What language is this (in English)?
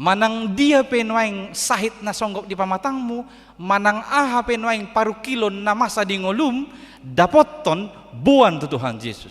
Batak Toba